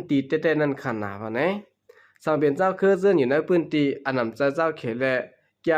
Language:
Shan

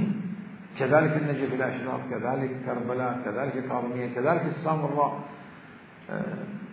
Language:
Mesopotamian Arabic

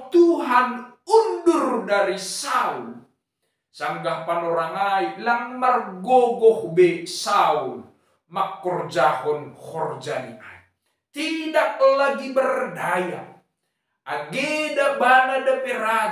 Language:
Batak Simalungun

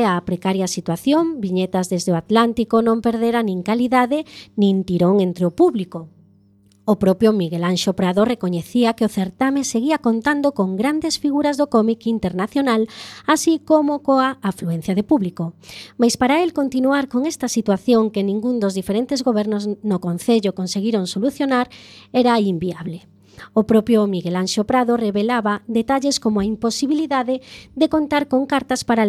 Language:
Galician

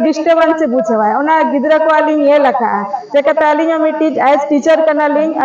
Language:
Santali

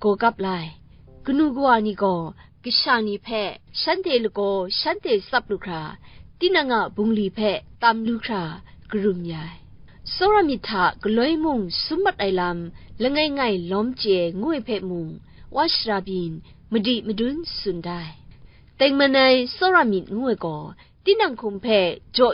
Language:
Kachin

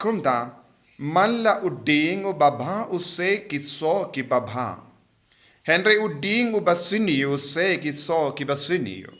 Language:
Khasi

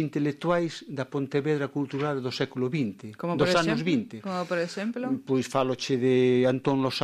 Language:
Galician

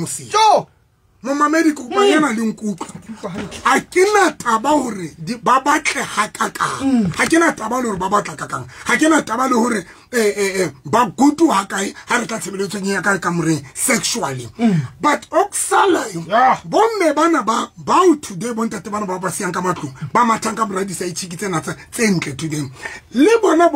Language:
Southern Sotho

